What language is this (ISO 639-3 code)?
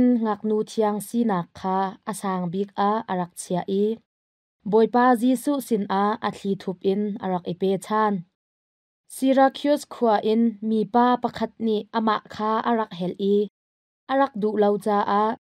cnh